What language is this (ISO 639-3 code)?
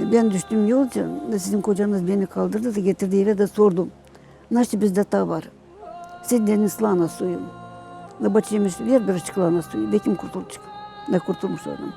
gag